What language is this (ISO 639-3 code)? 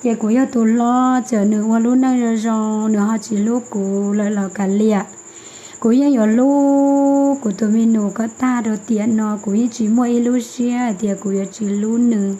hmn